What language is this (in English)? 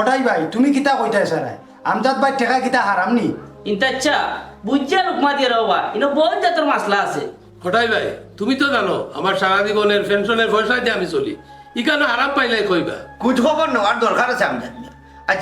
Sylheti